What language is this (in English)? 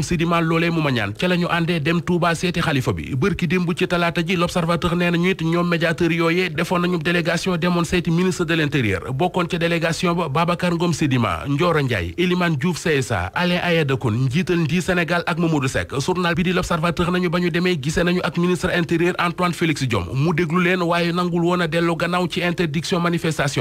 Wolof